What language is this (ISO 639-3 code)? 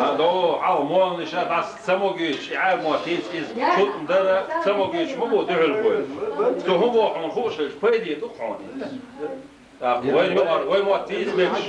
che